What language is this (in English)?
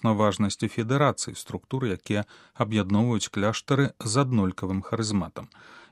Belarusian